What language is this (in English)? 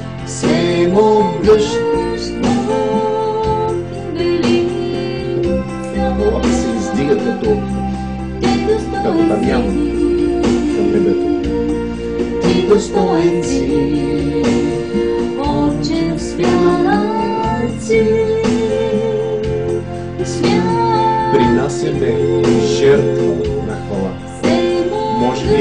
Bulgarian